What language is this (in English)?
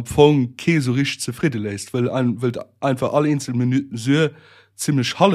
Luxembourgish